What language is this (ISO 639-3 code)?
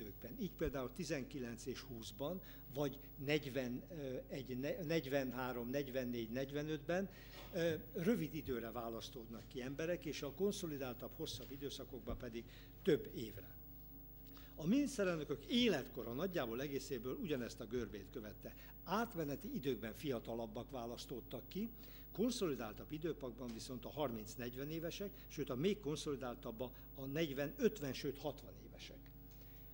hun